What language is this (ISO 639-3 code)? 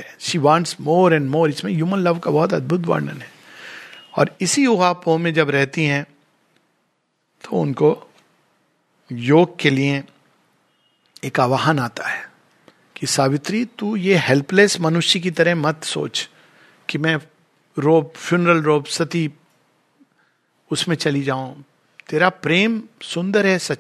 hin